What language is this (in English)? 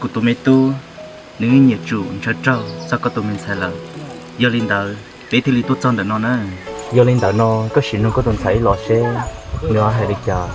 Hmong